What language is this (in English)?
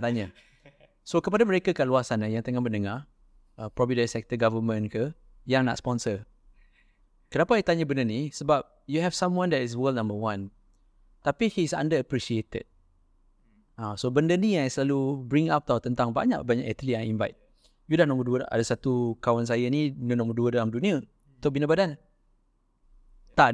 Malay